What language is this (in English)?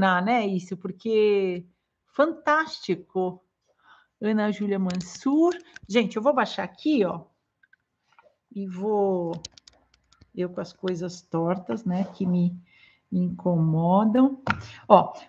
Portuguese